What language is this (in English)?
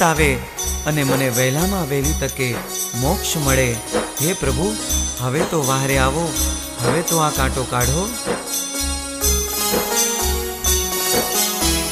Gujarati